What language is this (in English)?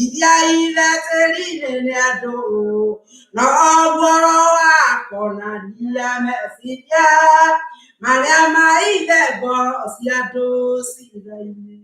Kikuyu